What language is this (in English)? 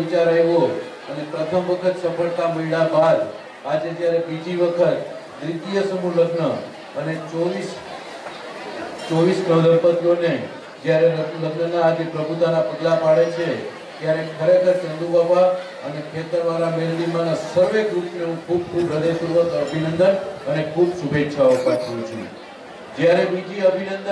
Gujarati